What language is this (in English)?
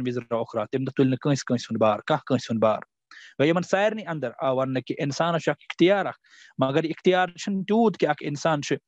Kashmiri